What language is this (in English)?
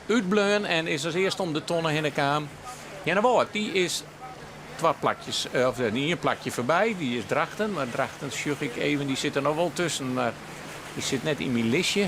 Western Frisian